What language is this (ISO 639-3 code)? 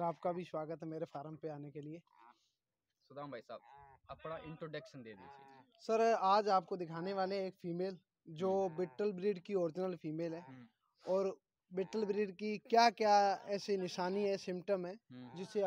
hin